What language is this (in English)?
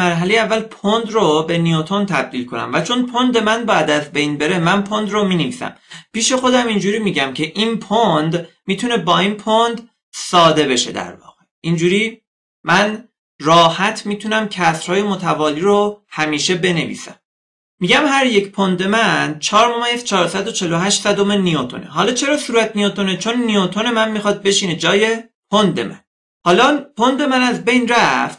Persian